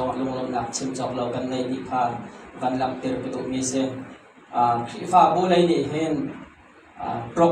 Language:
Hakha Chin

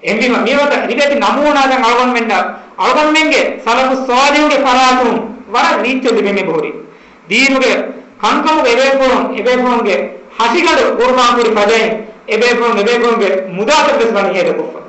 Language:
Divehi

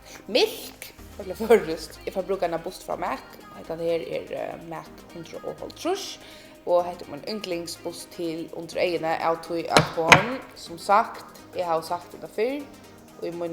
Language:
Faroese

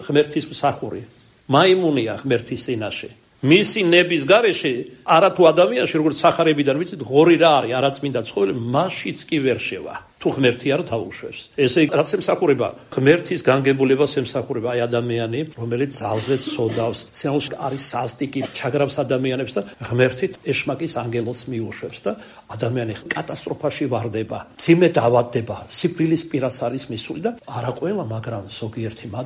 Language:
Georgian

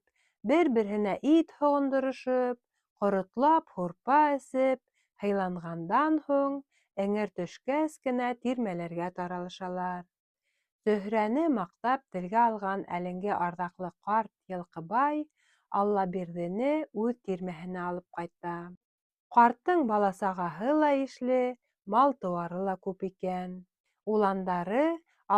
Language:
Bashkir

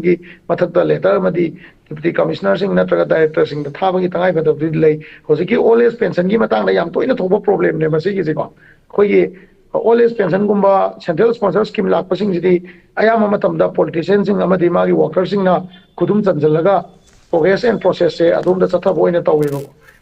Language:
Manipuri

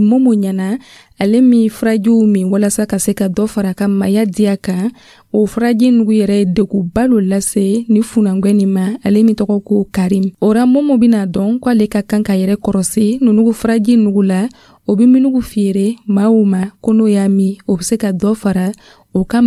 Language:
Dyula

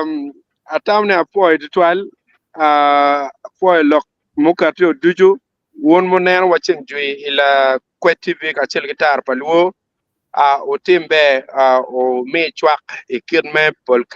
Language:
Acoli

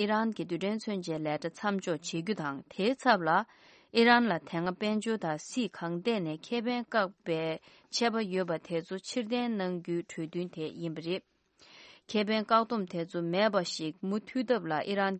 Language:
Tibetan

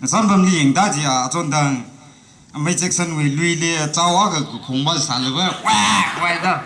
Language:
Tangkhul Naga (India)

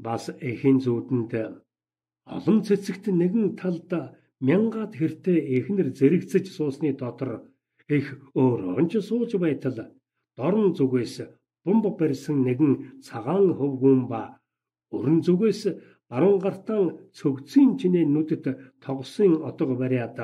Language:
Mongolian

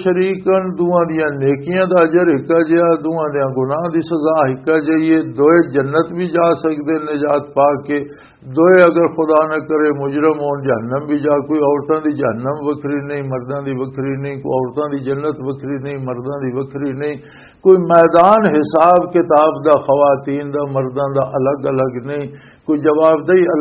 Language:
Western Panjabi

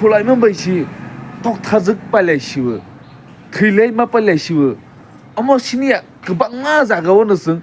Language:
Kok Borok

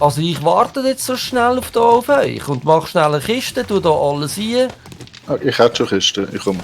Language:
Swiss German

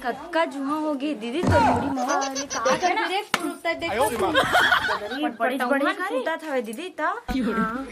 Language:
Chhattisgarhi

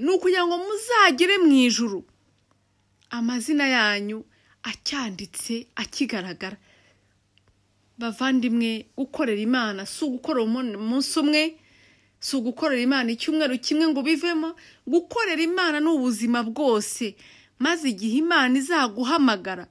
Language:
Kinyarwanda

